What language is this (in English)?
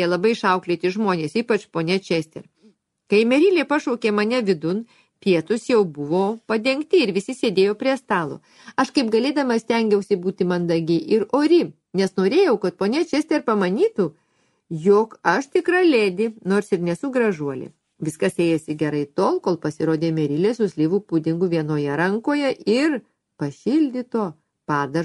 Lithuanian